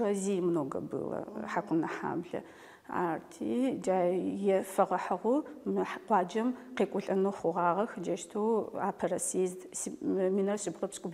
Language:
Adyghe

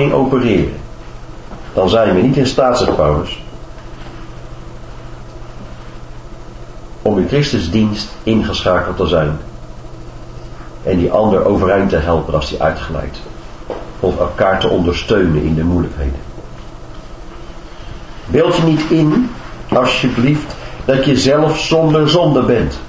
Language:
Dutch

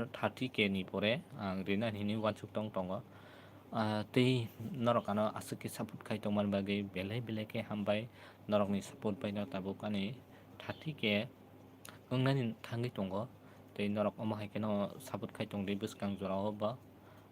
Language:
Kok Borok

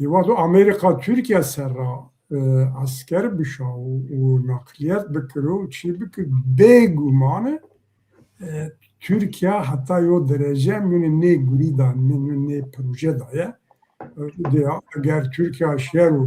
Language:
Zaza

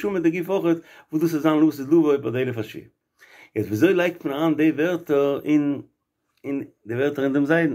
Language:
Yiddish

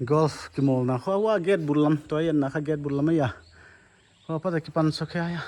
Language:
Paite Chin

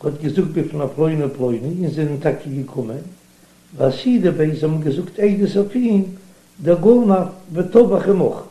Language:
Yiddish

